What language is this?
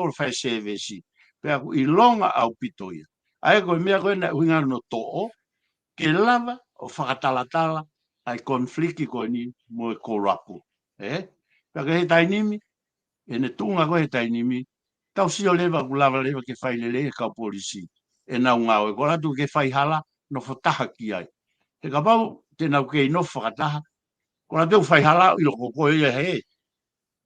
Tongan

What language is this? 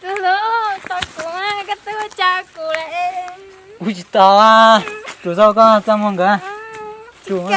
Hmong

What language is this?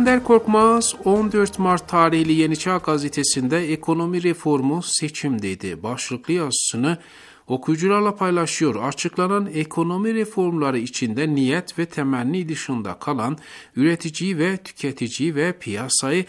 Turkish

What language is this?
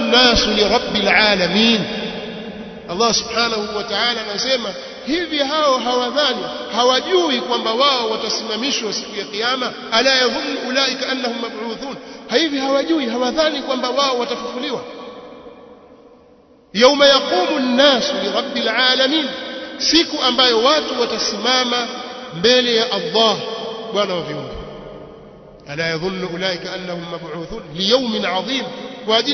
Swahili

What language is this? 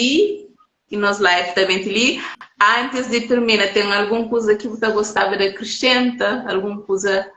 Kabuverdianu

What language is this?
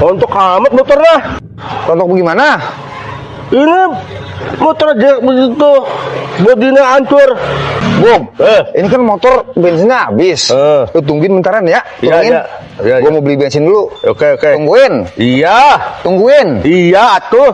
Betawi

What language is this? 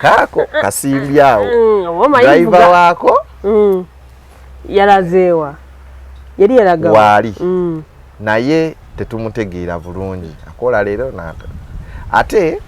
Ganda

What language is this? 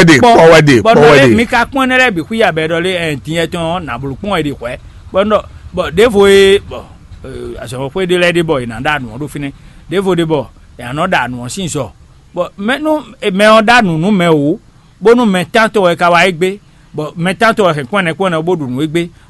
Fon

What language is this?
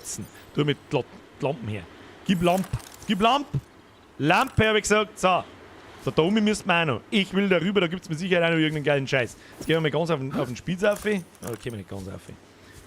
Bavarian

